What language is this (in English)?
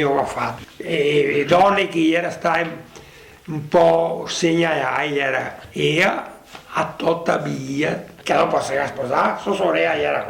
Venetian